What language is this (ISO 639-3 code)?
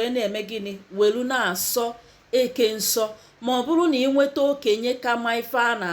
ibo